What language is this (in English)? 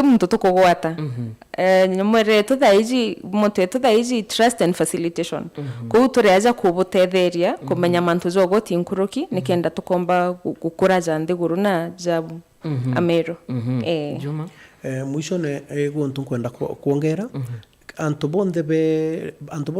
Meru